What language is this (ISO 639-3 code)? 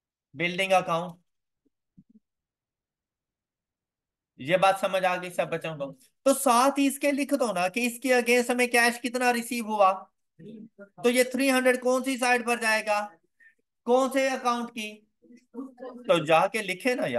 hin